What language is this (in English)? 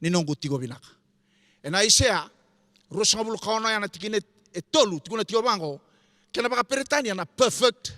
Fijian